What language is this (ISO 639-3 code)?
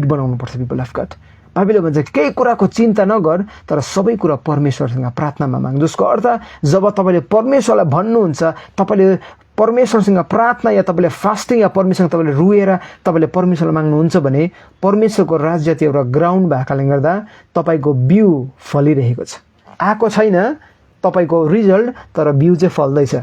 nep